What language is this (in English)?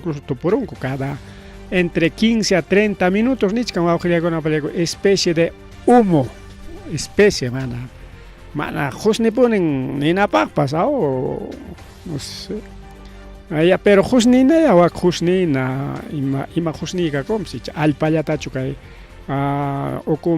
Ayacucho Quechua